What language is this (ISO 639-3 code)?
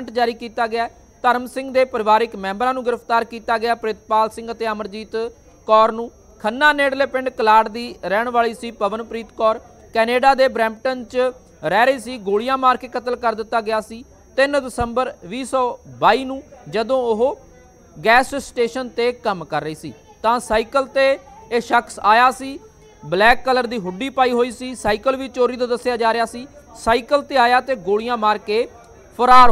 pan